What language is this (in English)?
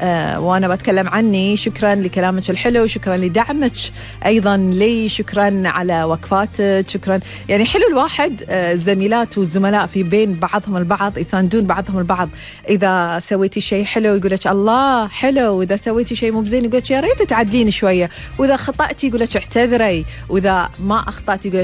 Gulf Arabic